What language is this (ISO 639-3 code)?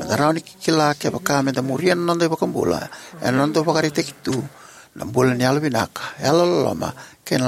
fij